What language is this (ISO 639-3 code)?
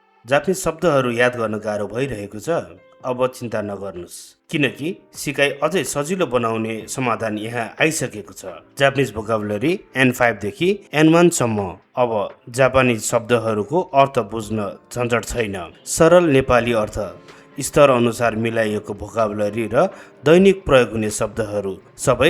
nep